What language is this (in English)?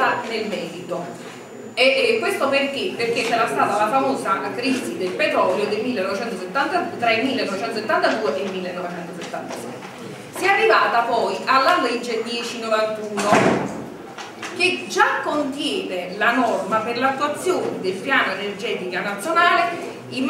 Italian